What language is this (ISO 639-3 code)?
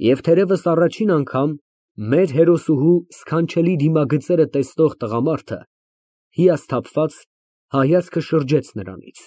hye